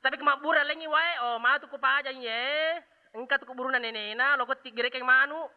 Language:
Buginese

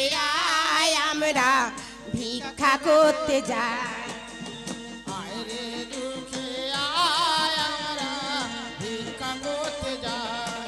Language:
Bangla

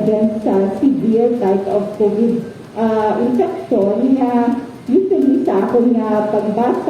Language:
Hiligaynon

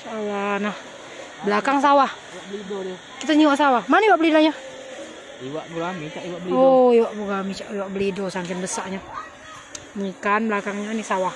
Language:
Musi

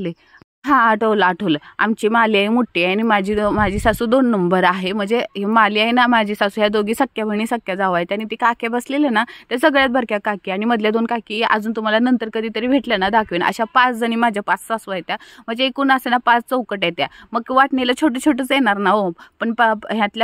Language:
Marathi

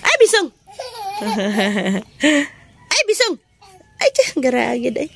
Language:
Cebuano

